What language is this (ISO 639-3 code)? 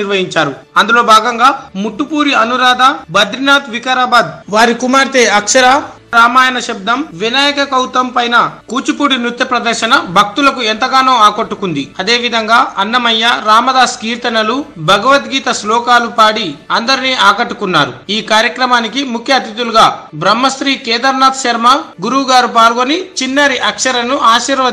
tel